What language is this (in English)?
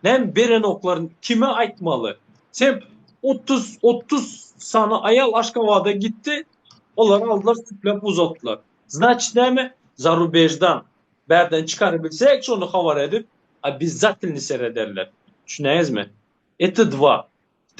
Turkmen